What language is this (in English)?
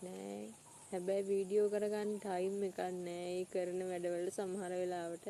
Sinhala